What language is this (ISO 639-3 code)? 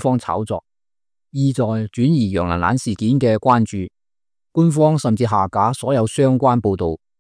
yue